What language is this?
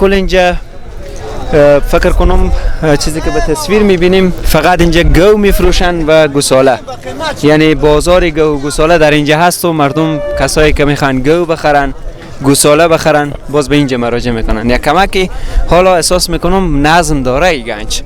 Persian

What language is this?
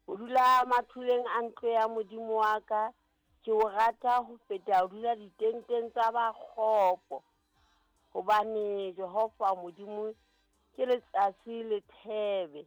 Southern Sotho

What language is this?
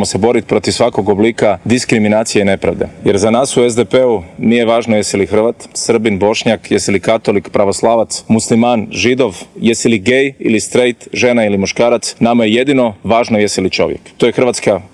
Croatian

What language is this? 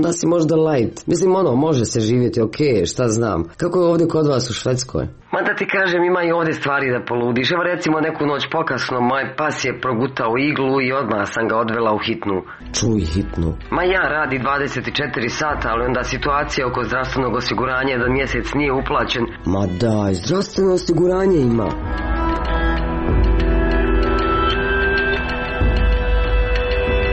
Croatian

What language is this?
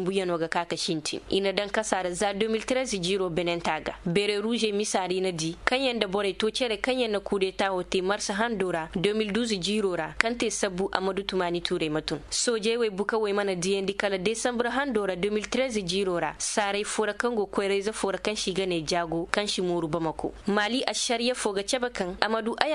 Zarma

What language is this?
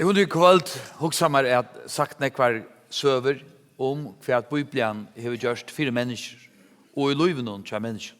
Faroese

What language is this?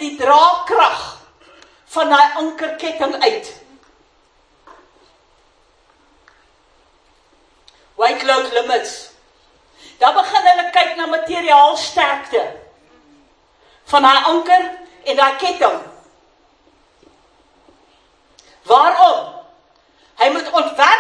Afrikaans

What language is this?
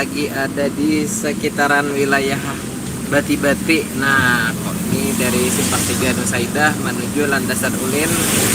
Banjar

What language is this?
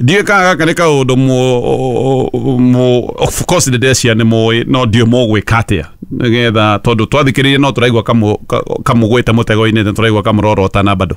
Kikuyu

